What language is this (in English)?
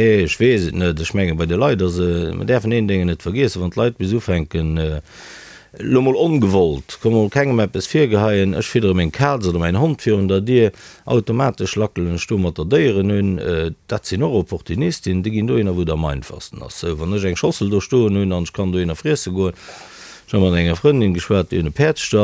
Luxembourgish